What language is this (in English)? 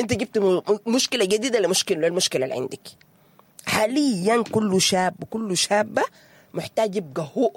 Sudanese Arabic